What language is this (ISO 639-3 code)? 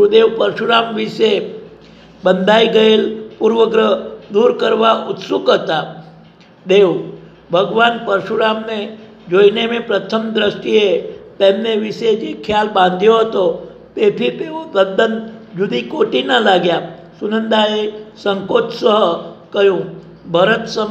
guj